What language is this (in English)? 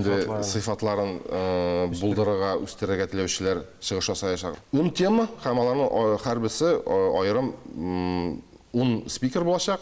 Tatar